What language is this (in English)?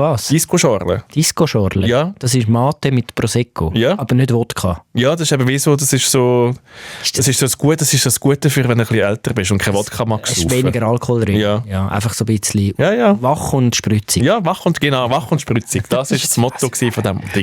Swiss German